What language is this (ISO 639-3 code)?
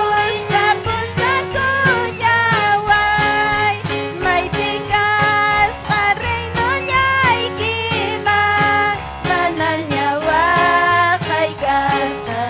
quy